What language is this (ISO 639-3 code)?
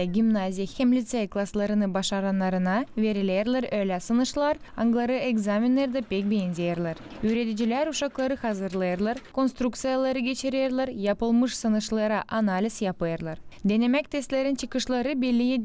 gag